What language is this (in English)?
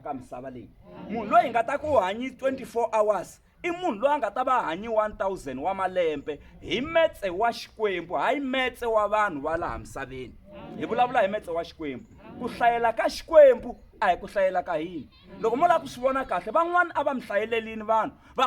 Tsonga